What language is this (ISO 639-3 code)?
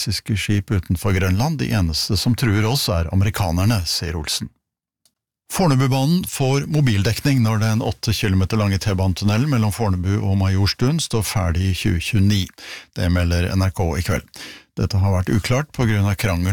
nor